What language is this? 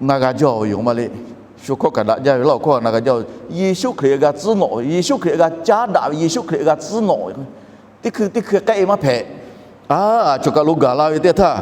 Lahu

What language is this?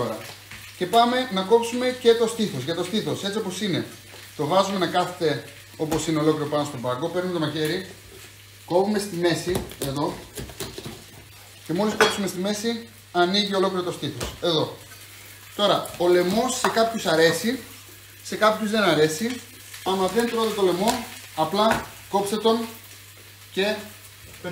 Greek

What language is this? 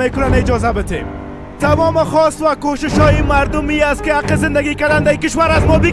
Persian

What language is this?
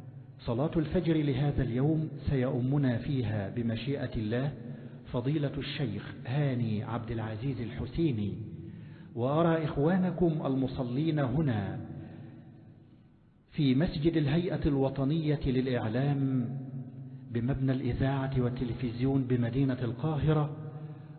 Arabic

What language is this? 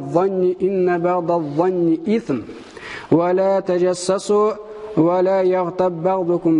Tatar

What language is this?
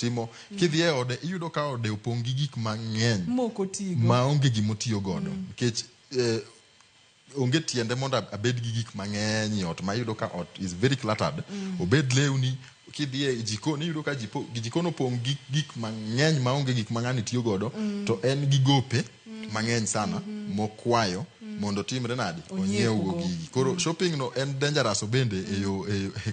Luo (Kenya and Tanzania)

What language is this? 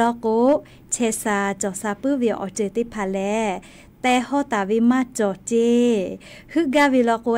Lahu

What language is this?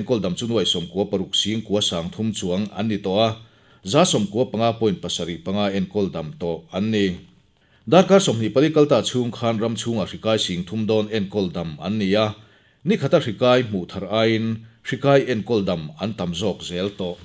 Mizo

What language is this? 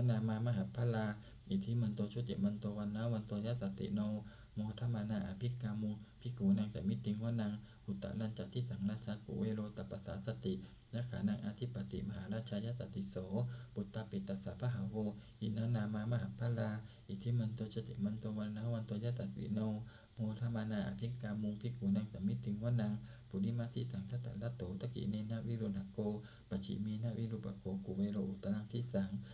Pali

